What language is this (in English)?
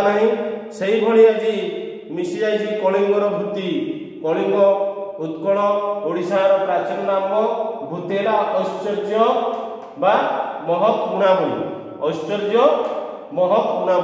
Odia